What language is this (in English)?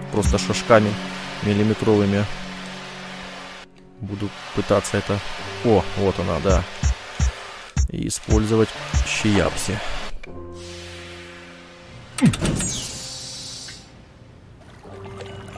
Russian